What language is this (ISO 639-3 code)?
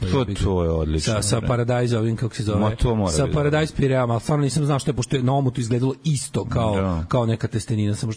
srp